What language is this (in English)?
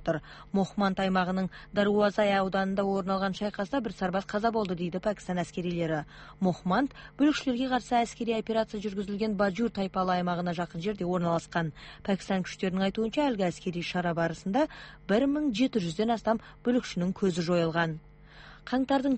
Kazakh